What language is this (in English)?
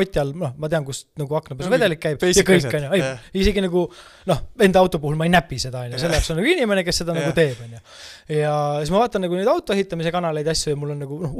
Estonian